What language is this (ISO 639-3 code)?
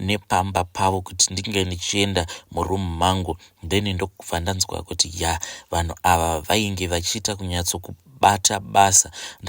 sna